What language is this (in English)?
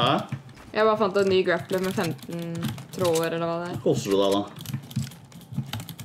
Norwegian